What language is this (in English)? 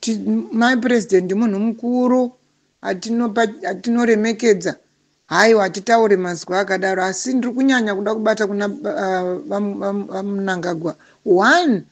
Shona